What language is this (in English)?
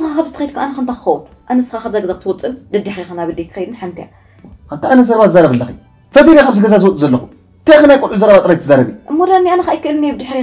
Tigrinya